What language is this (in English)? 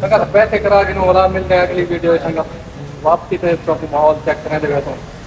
Saraiki